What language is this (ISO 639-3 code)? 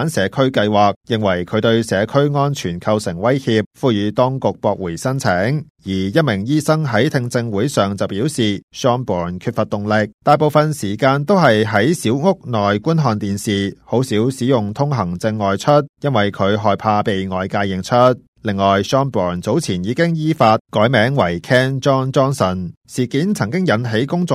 yue